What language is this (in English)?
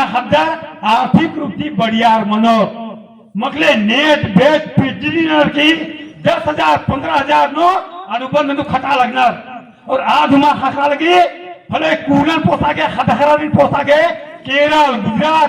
Kurukh